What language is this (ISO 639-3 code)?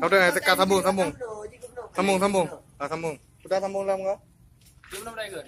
ace